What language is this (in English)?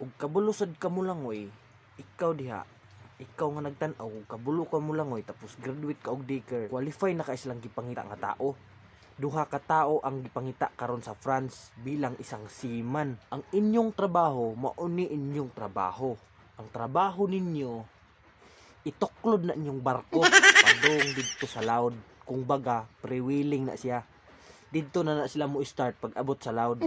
Cebuano